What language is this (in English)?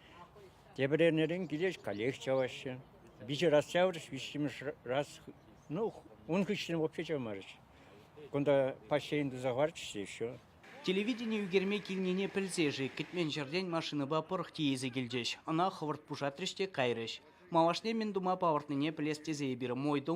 Chuvash